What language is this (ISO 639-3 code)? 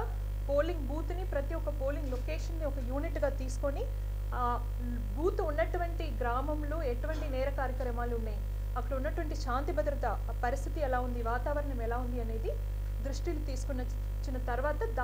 tel